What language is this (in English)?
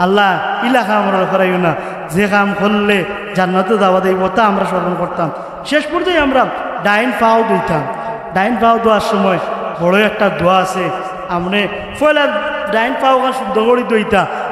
Sylheti